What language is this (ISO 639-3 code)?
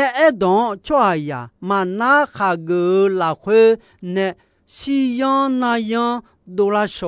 ahk